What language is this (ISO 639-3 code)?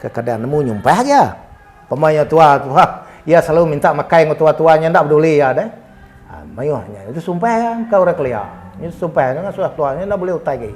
iba